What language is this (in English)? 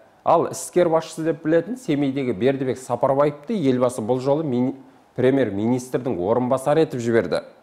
Kazakh